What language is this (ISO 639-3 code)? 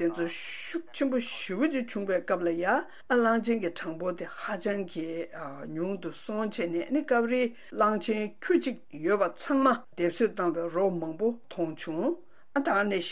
bod